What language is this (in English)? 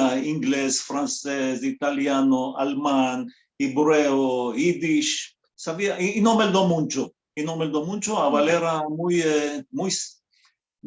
Ladino